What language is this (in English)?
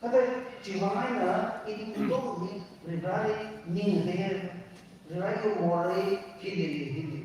Tangkhul Naga (India)